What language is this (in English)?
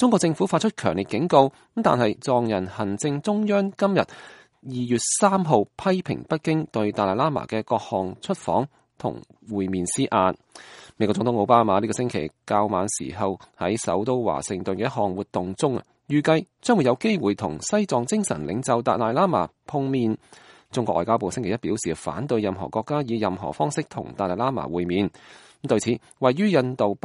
Cantonese